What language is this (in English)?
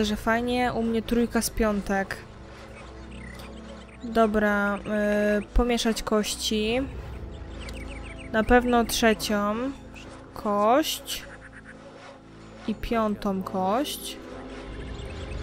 Polish